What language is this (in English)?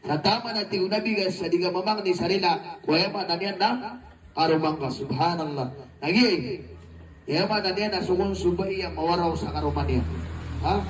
Maranao